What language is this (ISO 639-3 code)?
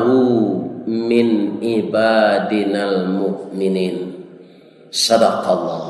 min